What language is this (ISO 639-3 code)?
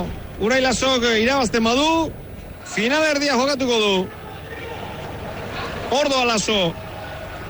eus